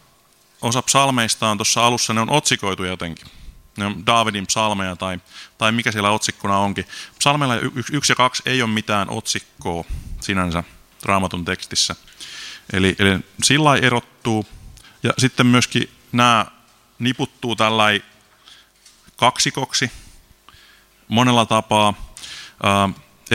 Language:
Finnish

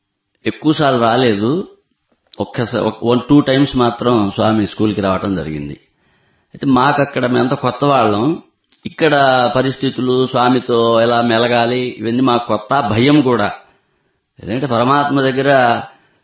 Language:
Telugu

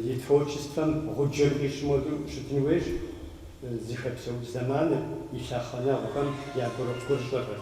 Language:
Kabardian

